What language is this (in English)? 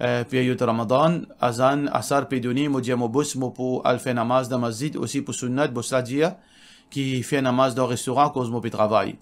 Morisyen